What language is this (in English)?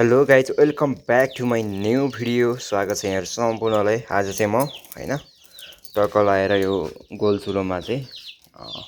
Nepali